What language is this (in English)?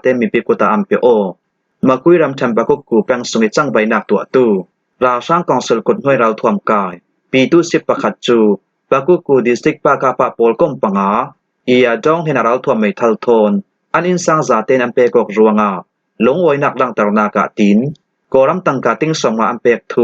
Falam Chin